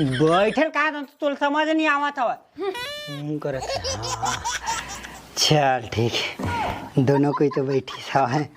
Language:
Chhattisgarhi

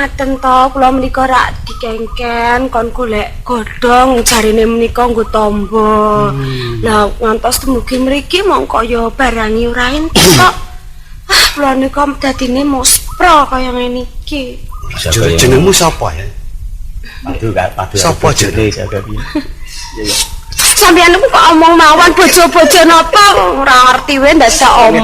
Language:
Javanese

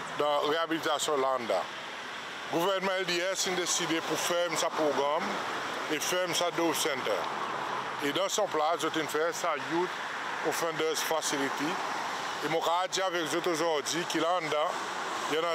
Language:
Seselwa Creole French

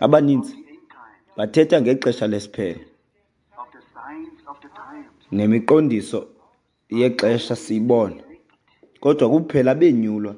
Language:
Xhosa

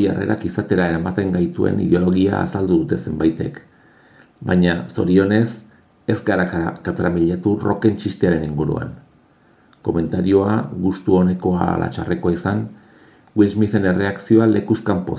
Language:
Basque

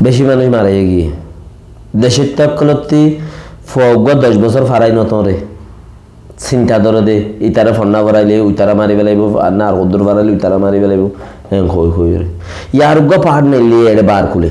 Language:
Rohingya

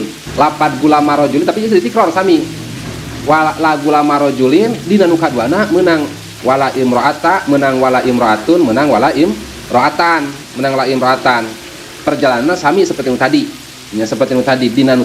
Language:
Sundanese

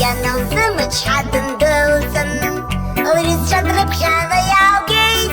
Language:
Abkhazian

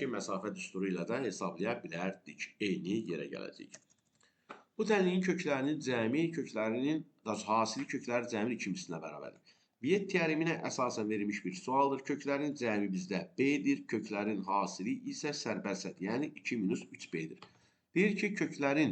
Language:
Azerbaijani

